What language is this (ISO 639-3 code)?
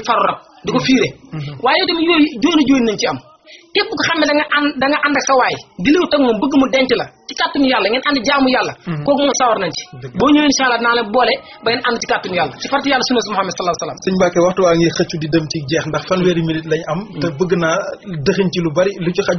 wol